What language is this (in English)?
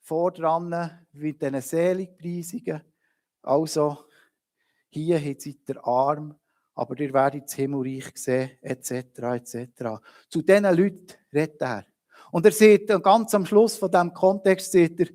Swiss German